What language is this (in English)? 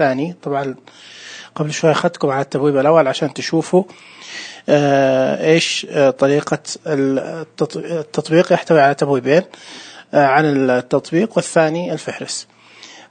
Najdi Arabic